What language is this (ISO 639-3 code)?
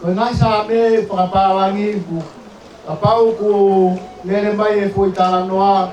ton